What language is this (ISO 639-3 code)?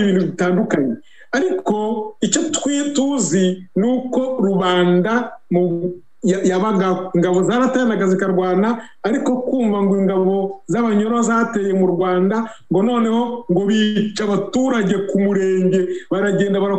kin